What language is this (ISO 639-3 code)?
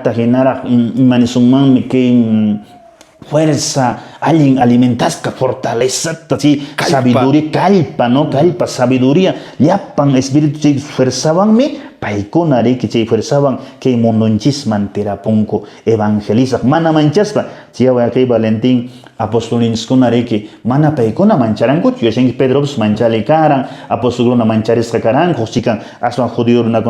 que